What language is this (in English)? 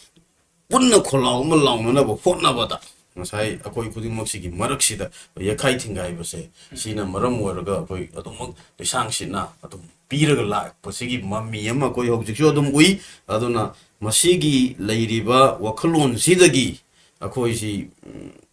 Manipuri